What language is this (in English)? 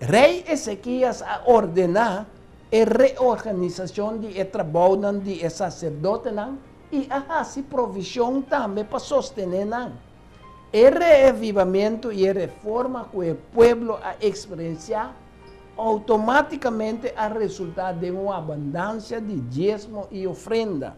Papiamento